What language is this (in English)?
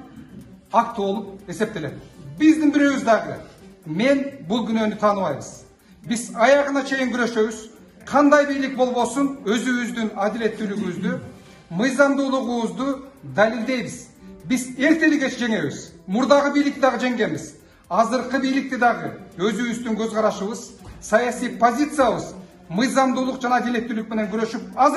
Kyrgyz